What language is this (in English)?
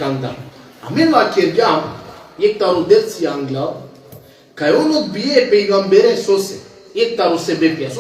Balkan Romani